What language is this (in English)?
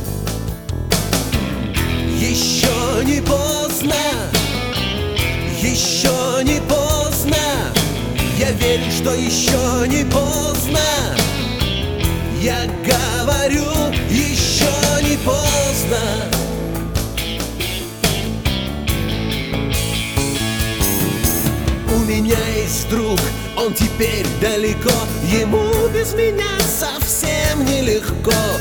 Russian